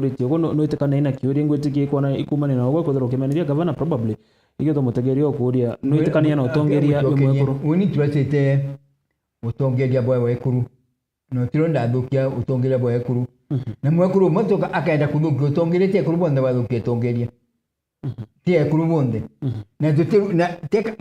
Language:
Meru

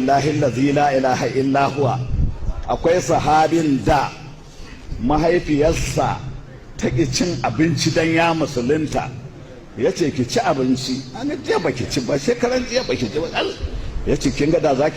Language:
Hausa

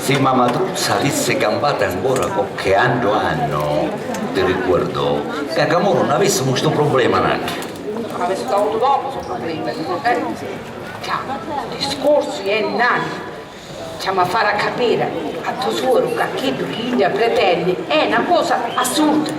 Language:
Sicilian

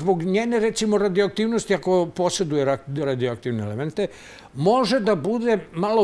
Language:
Serbian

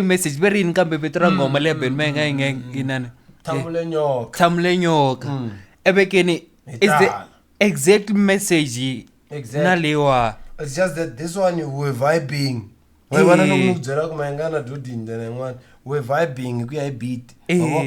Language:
Tsonga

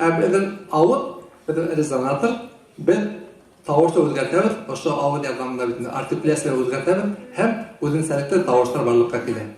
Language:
Bashkir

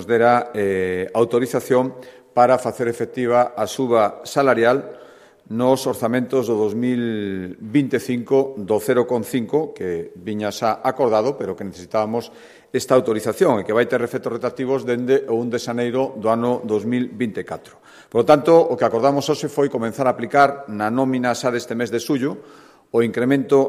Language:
Galician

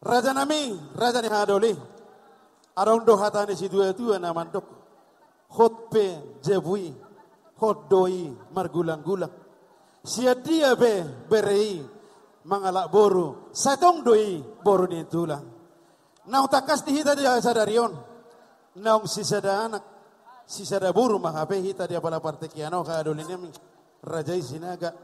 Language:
Batak Toba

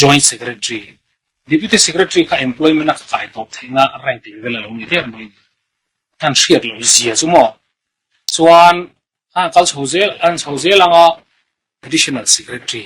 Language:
Mizo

